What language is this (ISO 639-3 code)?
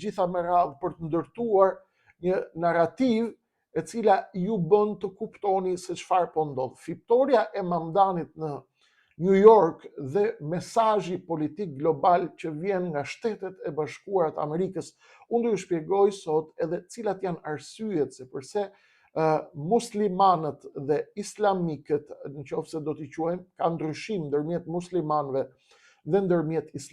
sqi